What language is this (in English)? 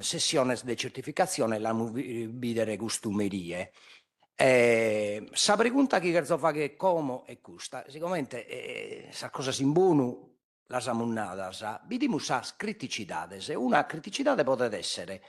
Sardinian